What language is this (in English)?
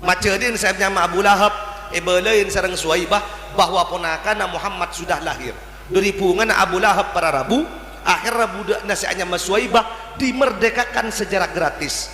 Madurese